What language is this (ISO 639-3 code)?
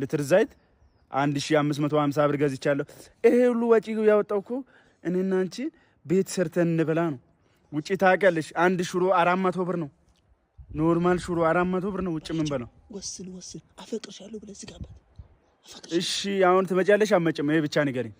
amh